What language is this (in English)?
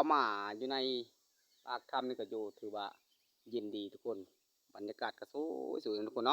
Lao